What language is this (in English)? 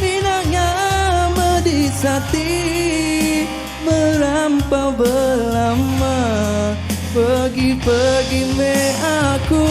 Iban